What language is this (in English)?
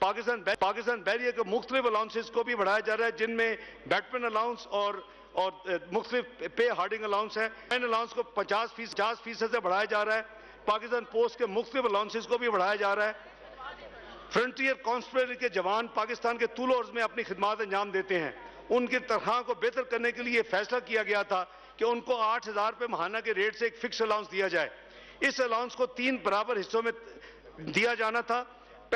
Urdu